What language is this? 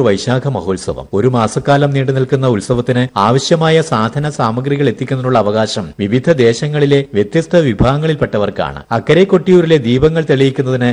Malayalam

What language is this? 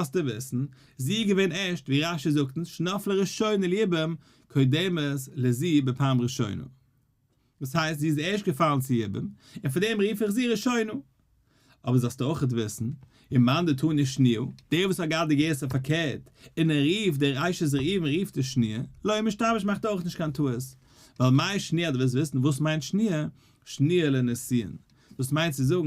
Yiddish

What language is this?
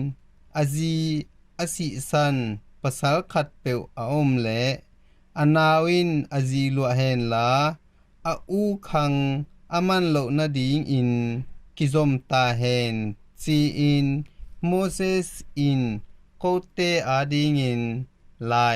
Tedim Chin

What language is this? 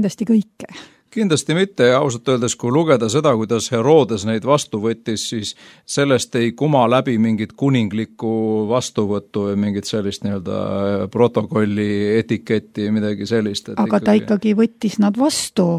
Estonian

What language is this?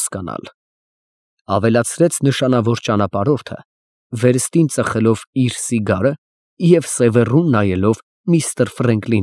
Armenian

